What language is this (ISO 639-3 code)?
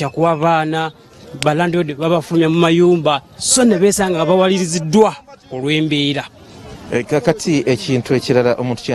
lug